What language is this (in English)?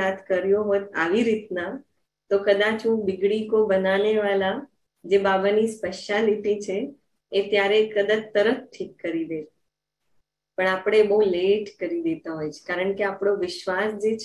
Gujarati